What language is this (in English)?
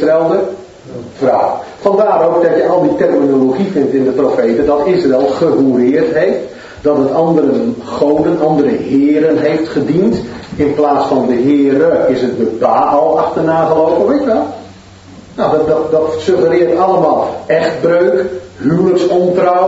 Dutch